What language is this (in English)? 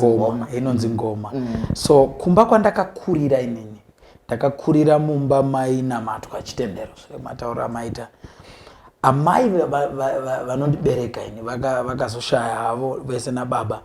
Shona